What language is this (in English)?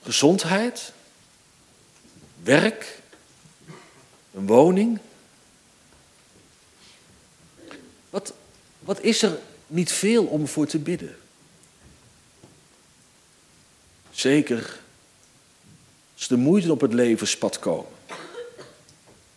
Dutch